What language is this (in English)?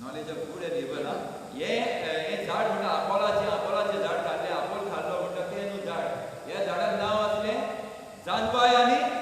Konkani